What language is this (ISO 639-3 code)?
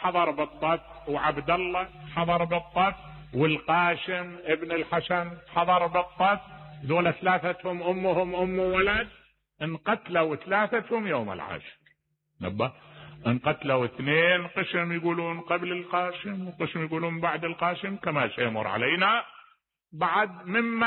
acm